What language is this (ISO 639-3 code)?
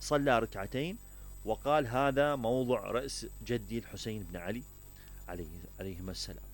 acm